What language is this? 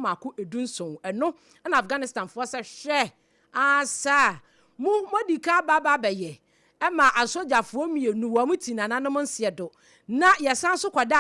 Akan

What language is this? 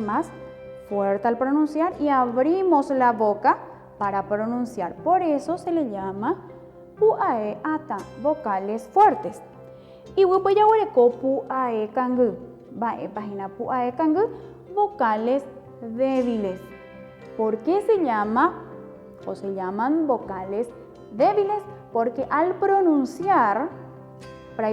Guarani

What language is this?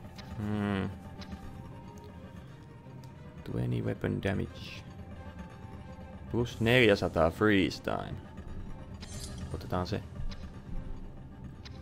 Finnish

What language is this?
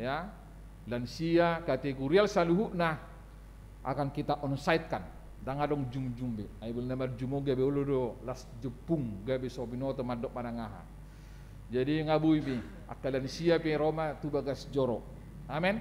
Batak Toba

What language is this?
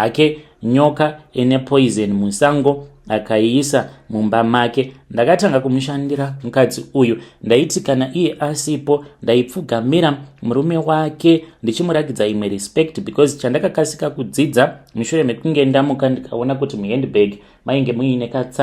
Shona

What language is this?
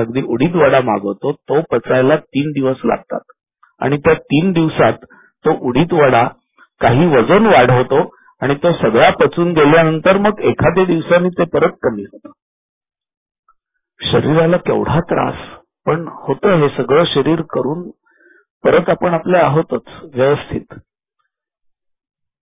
Marathi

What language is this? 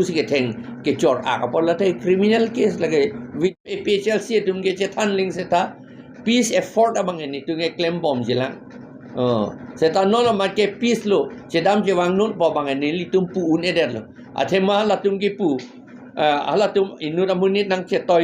Karbi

